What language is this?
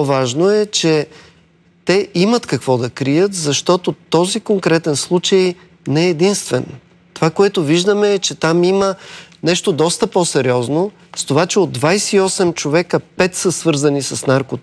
Bulgarian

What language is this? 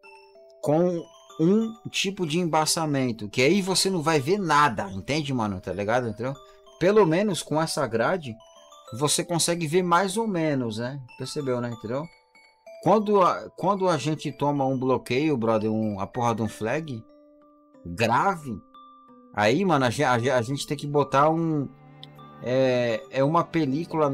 Portuguese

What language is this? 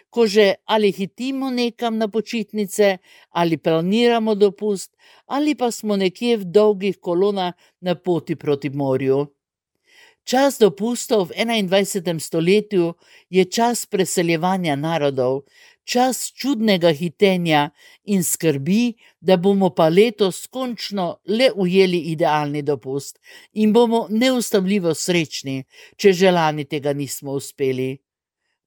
Slovenian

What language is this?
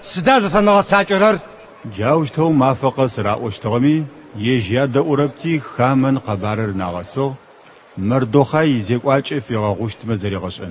Adyghe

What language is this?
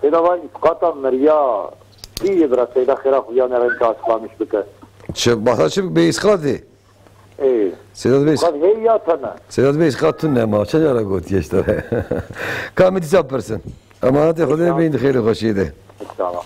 Kurdish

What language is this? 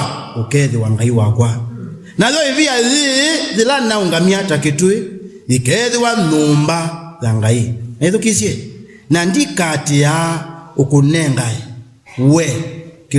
Kamba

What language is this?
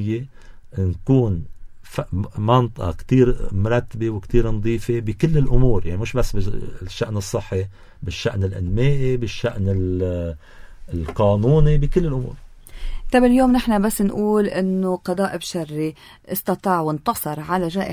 North Levantine Arabic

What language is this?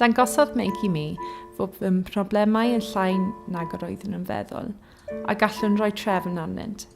Welsh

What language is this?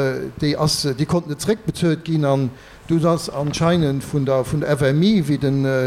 Luxembourgish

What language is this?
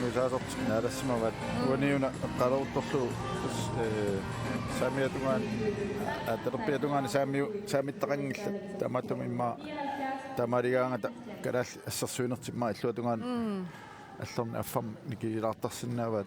Kalaallisut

